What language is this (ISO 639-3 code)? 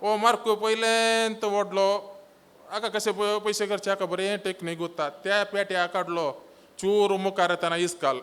kok